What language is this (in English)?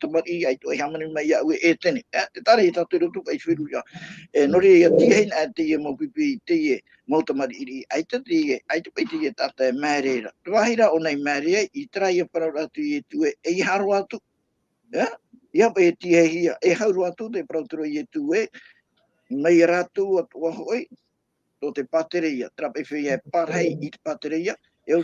Tahitian